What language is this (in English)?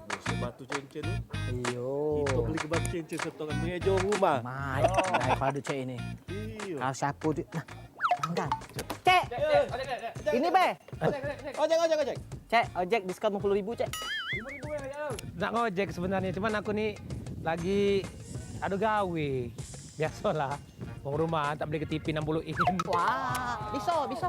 Musi